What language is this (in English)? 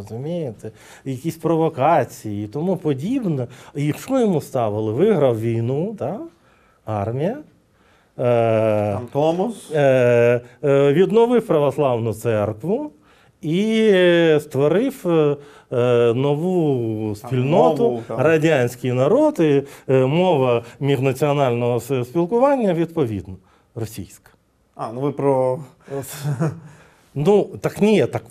Ukrainian